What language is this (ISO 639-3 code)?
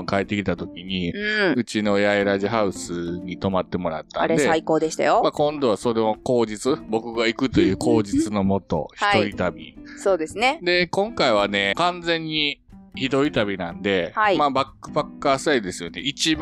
jpn